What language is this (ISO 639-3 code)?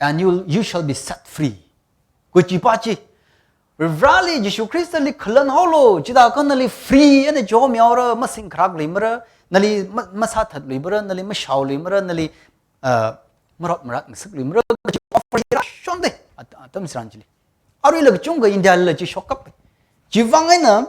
nmf